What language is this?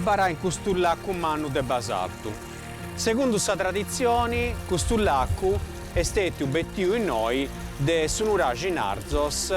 Sardinian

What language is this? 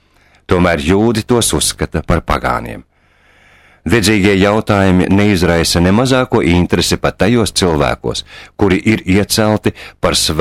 Latvian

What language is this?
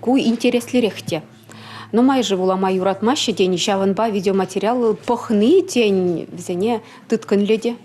Chuvash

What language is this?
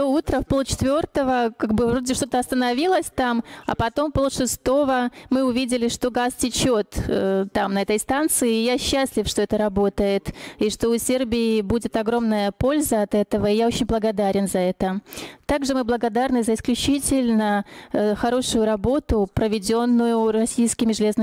Russian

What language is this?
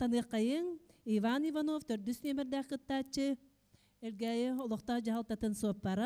Yakut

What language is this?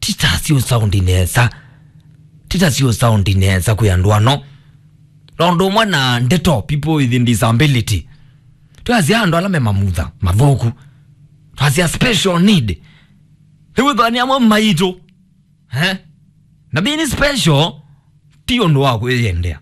Kamba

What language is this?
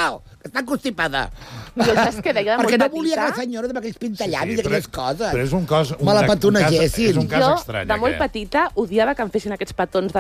Catalan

